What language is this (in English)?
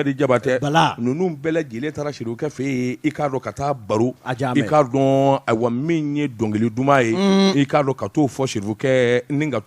Bambara